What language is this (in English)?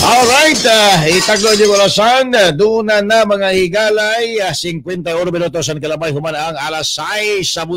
Cebuano